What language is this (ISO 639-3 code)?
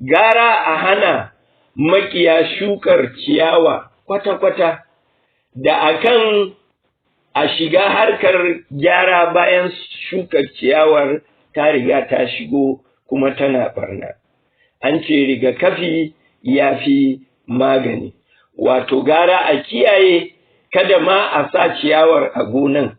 hau